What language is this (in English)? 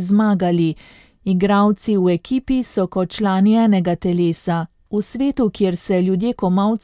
Slovenian